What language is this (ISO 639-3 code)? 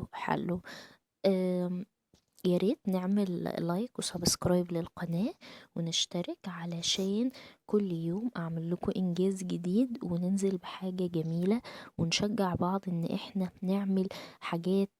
arz